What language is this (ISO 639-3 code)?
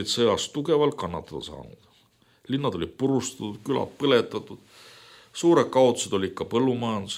est